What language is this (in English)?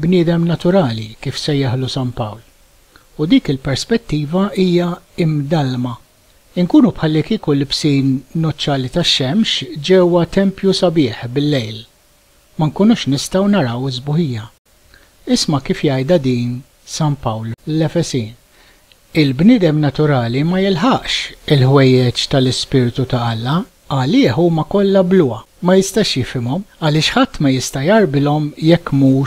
Maltese